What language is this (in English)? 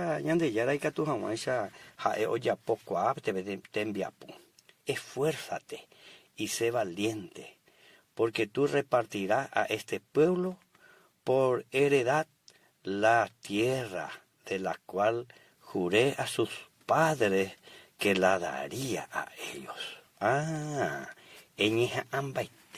Guarani